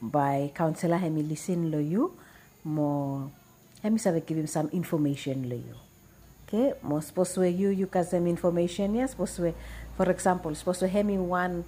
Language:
Bislama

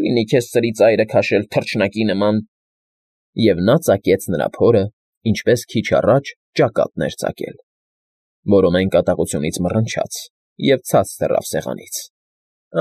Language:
Armenian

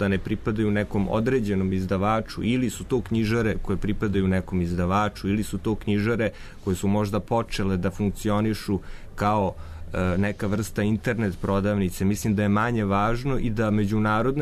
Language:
Serbian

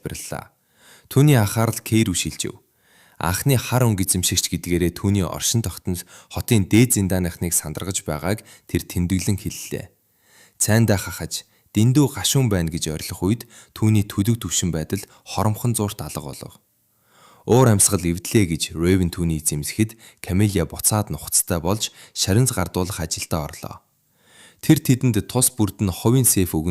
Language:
Mongolian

